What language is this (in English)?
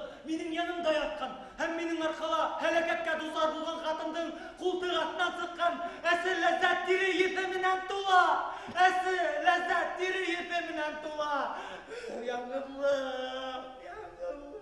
Bashkir